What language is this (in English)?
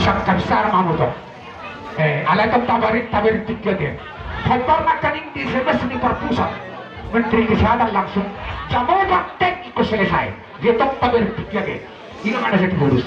Batak Toba